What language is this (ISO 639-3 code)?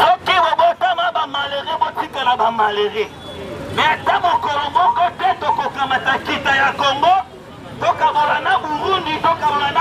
lin